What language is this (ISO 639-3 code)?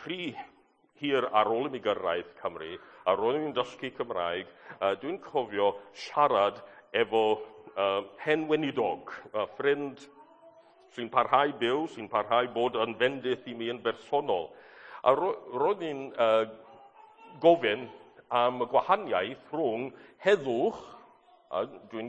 cym